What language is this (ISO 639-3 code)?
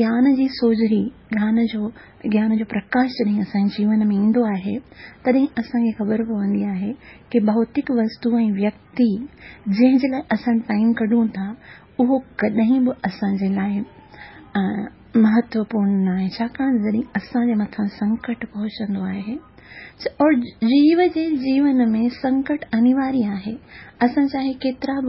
snd